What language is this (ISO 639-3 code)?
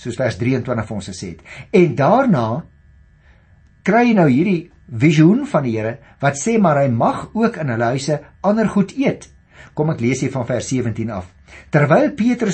afr